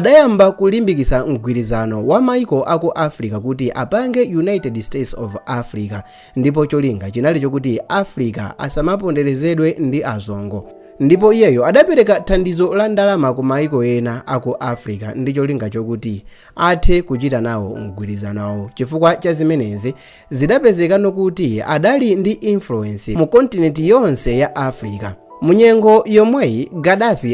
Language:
Nyanja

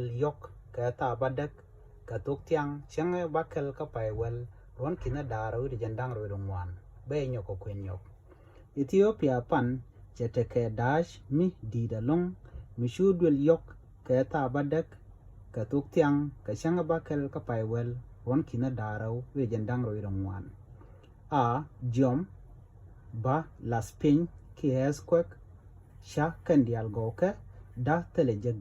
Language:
Nuer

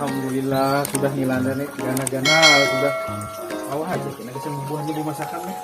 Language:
Banjar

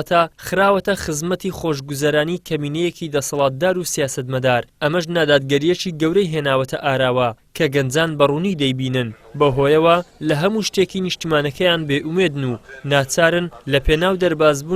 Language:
Central Kurdish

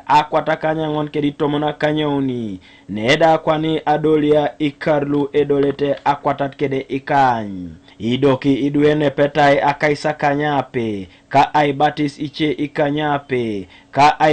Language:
Teso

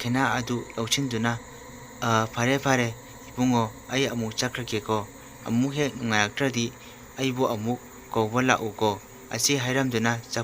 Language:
Manipuri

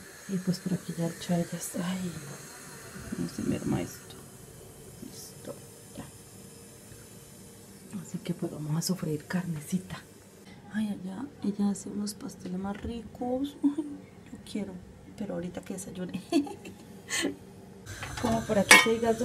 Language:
Spanish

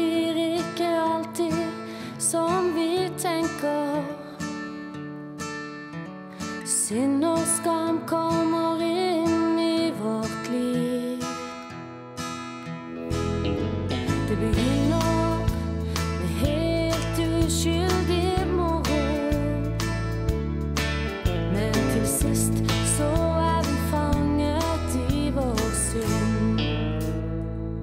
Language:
Norwegian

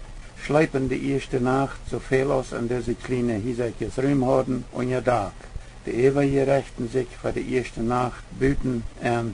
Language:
Plautdietsch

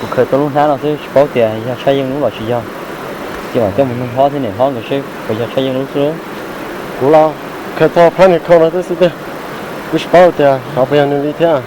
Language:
Hmong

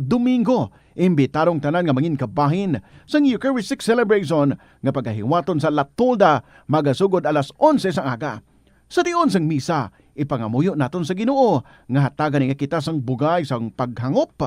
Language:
Hiligaynon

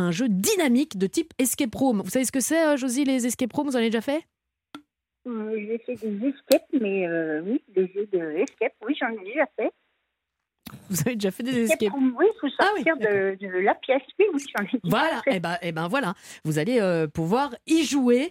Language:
French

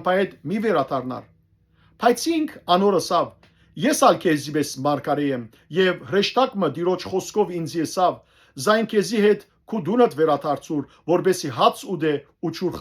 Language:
Western Armenian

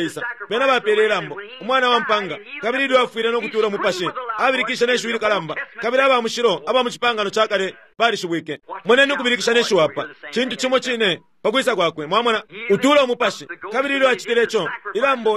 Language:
Bemba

